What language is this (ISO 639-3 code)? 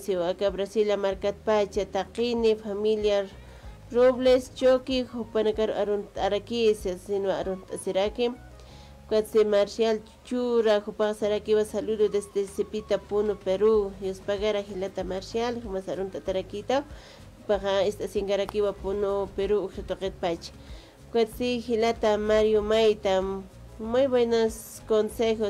aym